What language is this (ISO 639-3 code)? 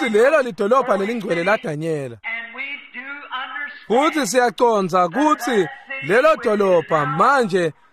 ssw